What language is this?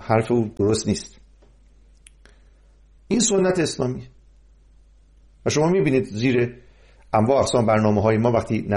Persian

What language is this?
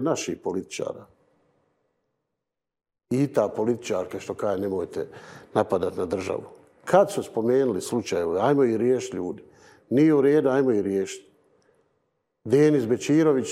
Bosnian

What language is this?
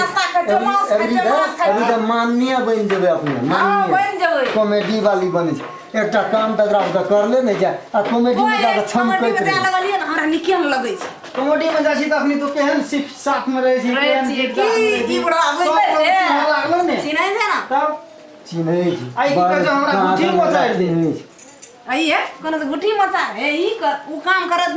Maithili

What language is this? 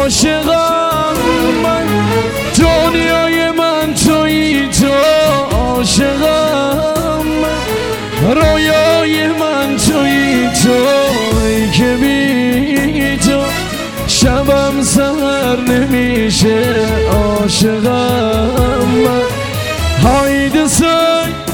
Turkish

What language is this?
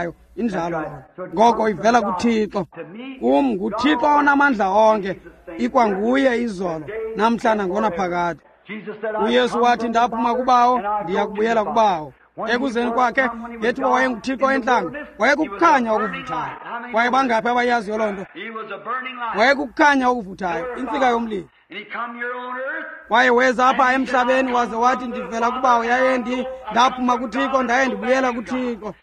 Xhosa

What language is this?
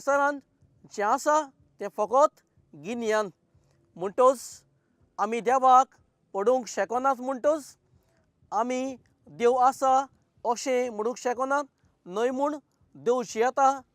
Konkani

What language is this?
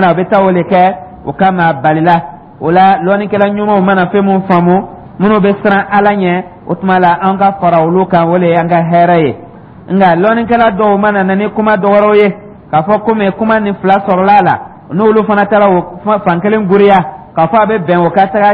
Dyula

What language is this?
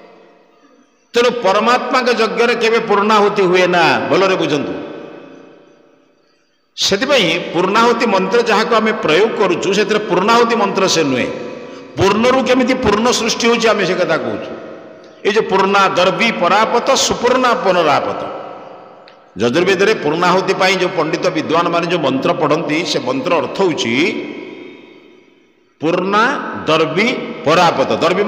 Odia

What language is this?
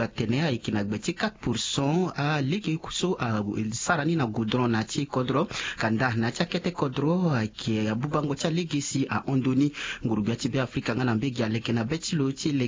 Sango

